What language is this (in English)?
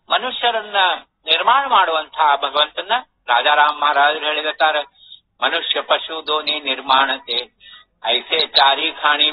Kannada